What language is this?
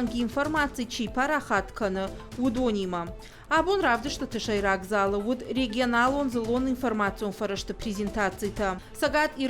Ossetic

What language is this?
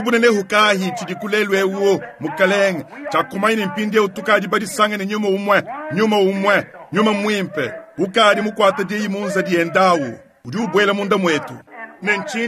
Luba-Lulua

